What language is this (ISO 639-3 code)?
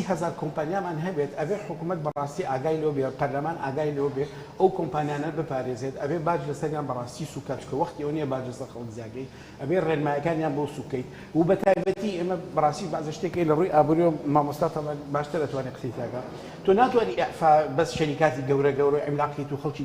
ckb